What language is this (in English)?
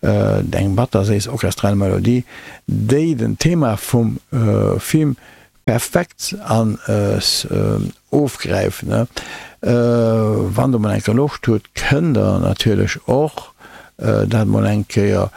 Luxembourgish